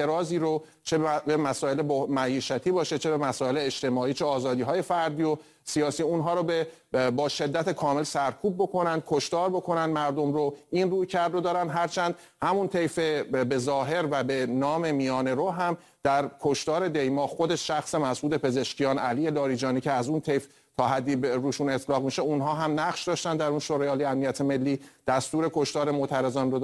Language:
Persian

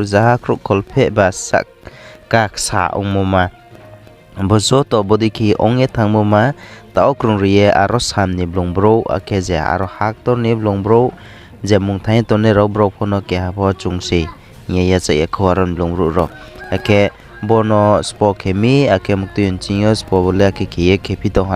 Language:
Riang (India)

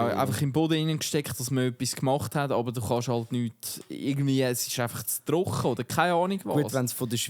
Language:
Swiss German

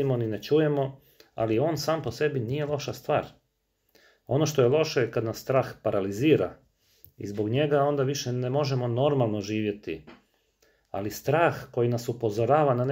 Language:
Croatian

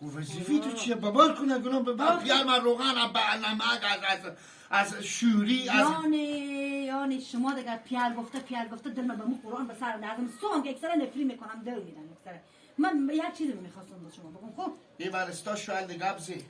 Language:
Persian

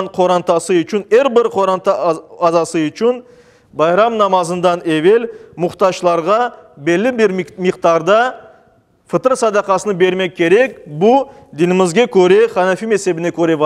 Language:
Crimean Tatar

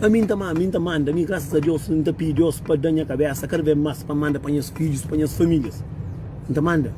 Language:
Kabuverdianu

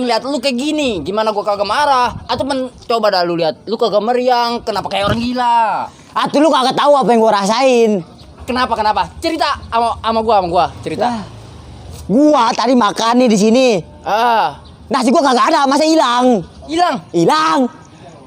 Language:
Betawi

